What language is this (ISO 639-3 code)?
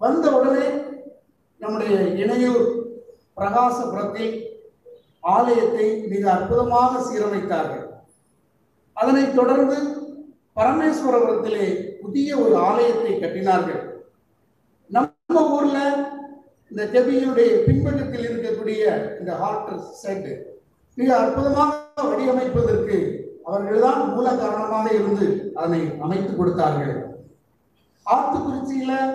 tam